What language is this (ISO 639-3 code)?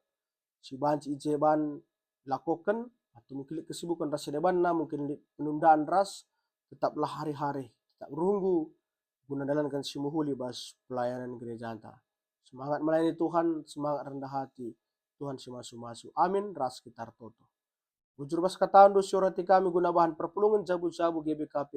btx